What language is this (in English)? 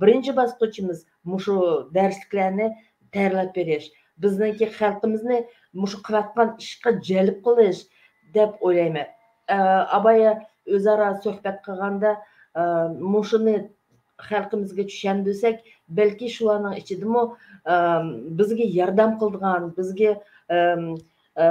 Uyghur